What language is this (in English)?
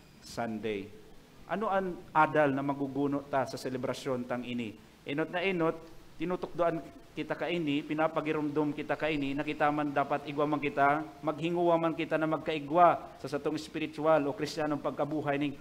Bikol